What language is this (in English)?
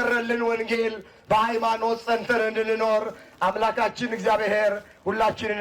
Amharic